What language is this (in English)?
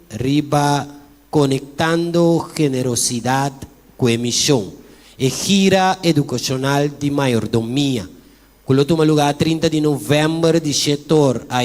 Papiamento